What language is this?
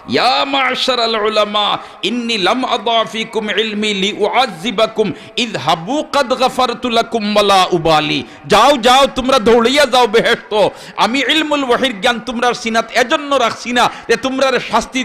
Sylheti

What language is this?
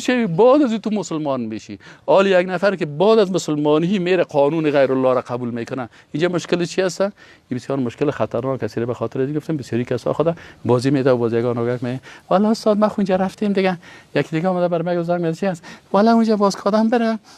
Persian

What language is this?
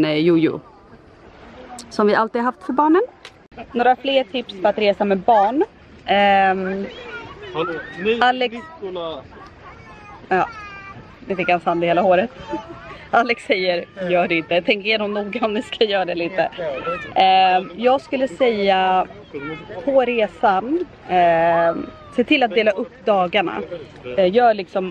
Swedish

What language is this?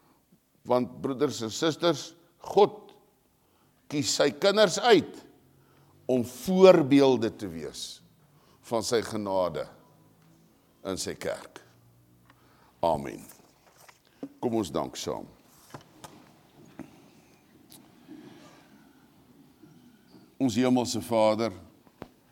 Afrikaans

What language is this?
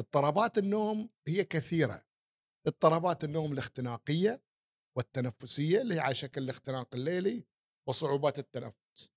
Gulf Arabic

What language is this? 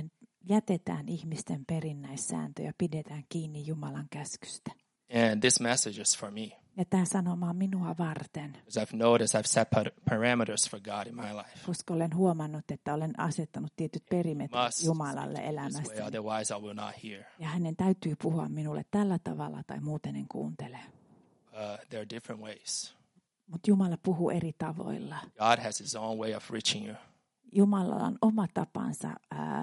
Finnish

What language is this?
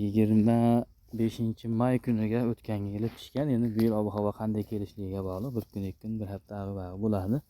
Uzbek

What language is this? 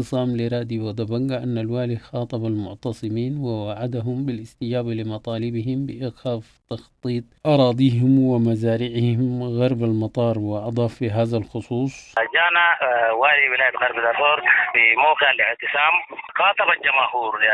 Sudanese Arabic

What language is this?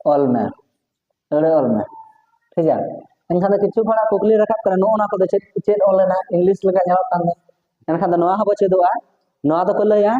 Santali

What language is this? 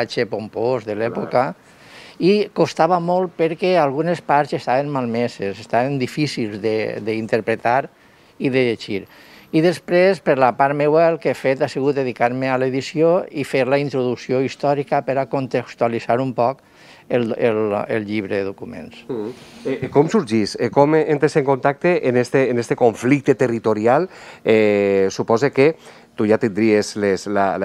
Catalan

